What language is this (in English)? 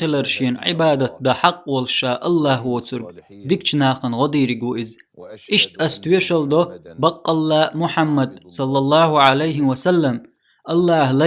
Chechen